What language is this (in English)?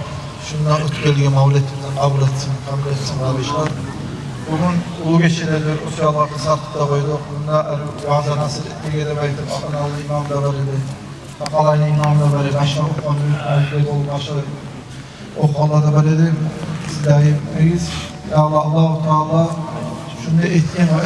Kumyk